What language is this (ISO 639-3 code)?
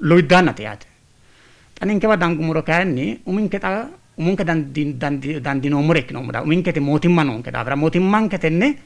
sid